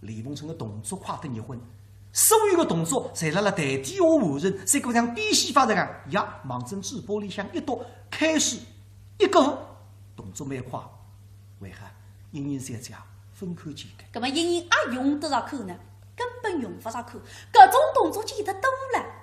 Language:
Wu Chinese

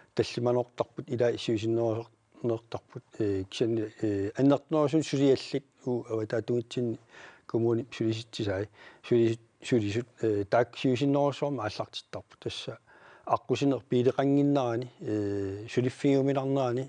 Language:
Kalaallisut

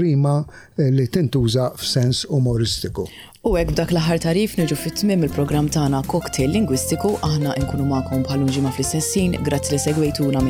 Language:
Maltese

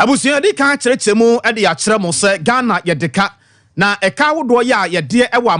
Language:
Akan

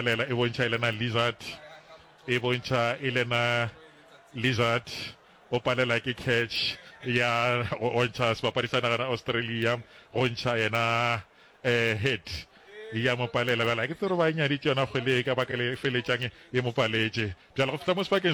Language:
Northern Sotho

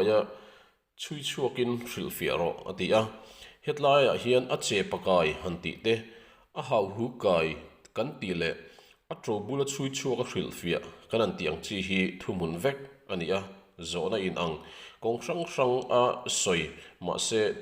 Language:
Mizo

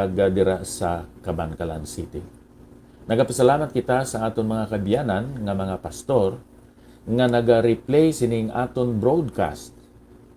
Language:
Hiligaynon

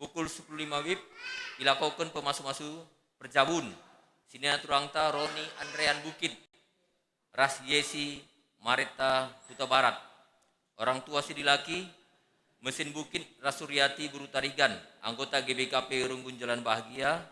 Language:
Batak Karo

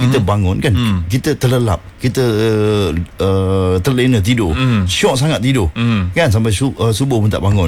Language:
Malay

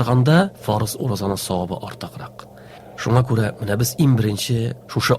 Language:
Tatar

